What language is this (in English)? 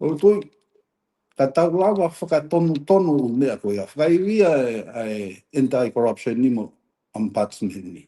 Tongan